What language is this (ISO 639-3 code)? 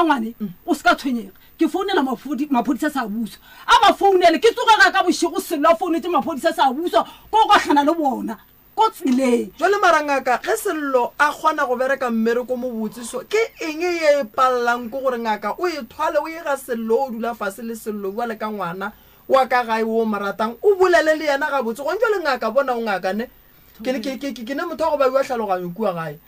nso